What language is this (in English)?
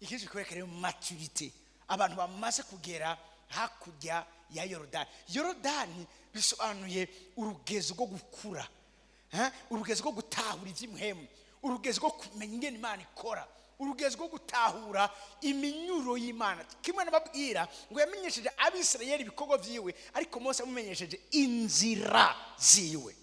Rundi